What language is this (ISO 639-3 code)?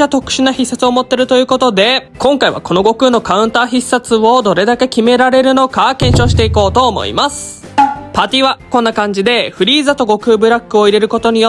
jpn